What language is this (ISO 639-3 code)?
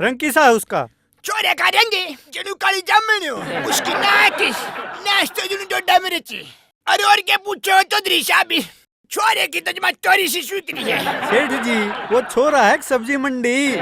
bgc